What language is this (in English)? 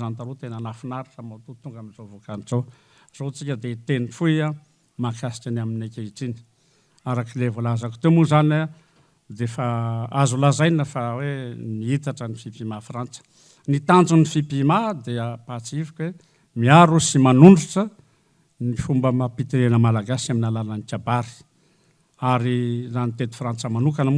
Malagasy